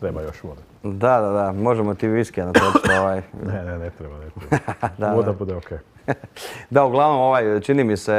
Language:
Croatian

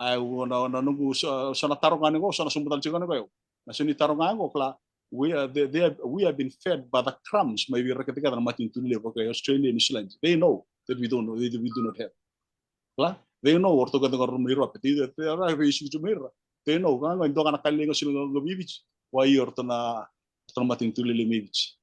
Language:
Fijian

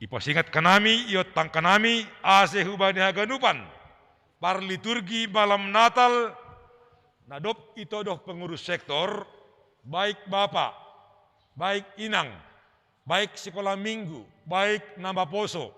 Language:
Batak Simalungun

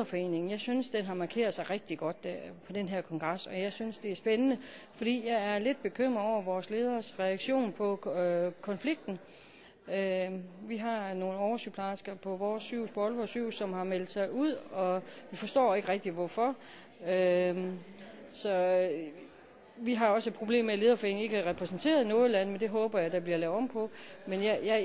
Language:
Danish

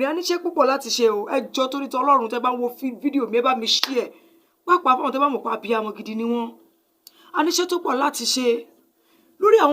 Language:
Yoruba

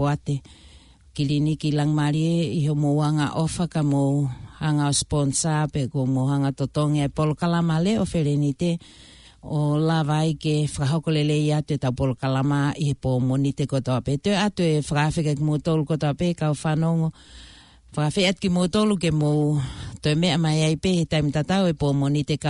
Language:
Tongan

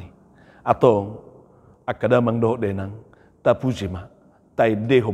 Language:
Batak Toba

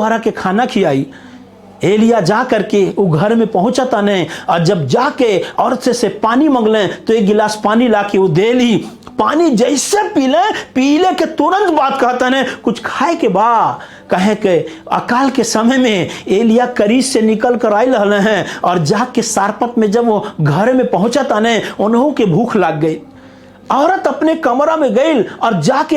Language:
Bhojpuri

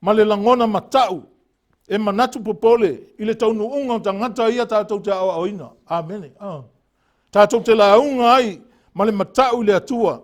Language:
Samoan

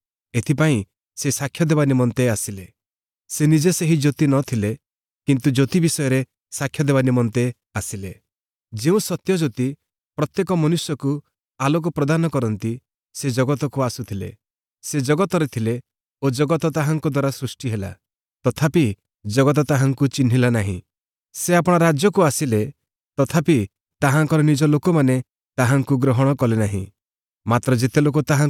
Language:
Odia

